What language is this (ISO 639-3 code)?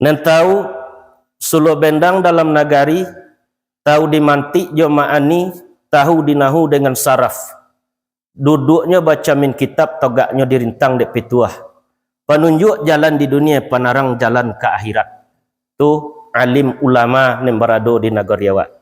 min